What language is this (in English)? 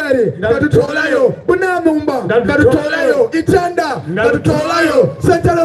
Soga